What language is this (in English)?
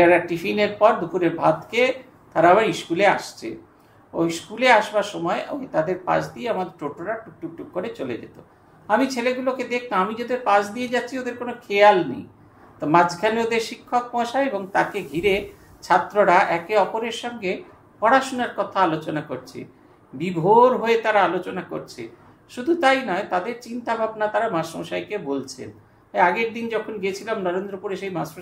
Bangla